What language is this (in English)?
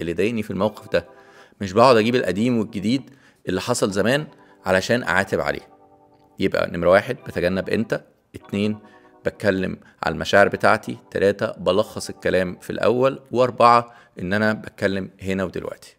Egyptian Arabic